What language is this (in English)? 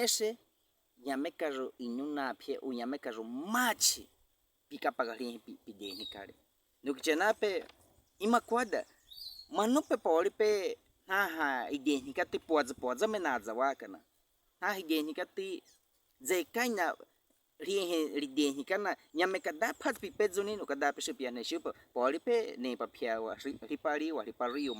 Baniwa